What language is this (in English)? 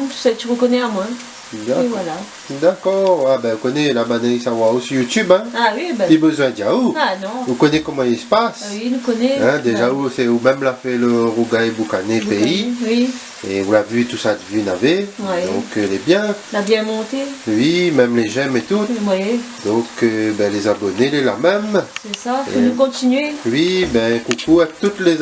Réunion Creole French